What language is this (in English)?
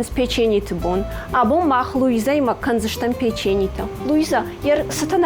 Ossetic